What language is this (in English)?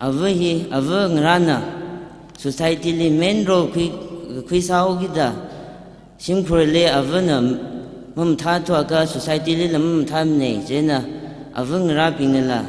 Tangkhul Naga (India)